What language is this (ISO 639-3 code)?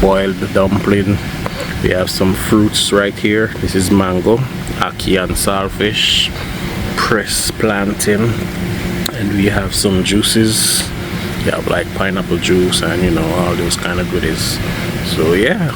jam